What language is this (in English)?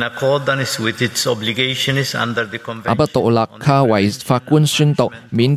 Cantonese